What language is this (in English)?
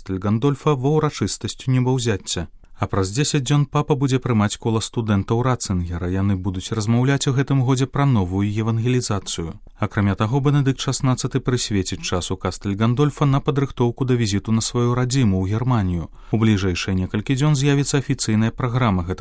Belarusian